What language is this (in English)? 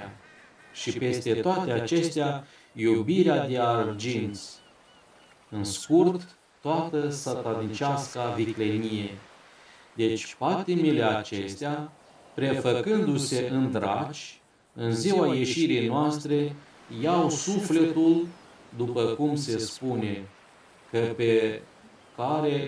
Romanian